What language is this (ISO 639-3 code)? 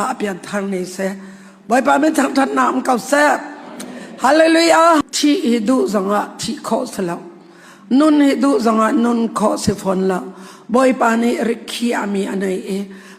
cnh